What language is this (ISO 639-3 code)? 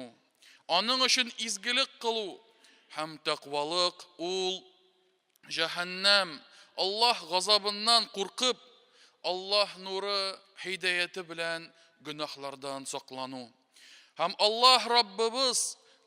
tat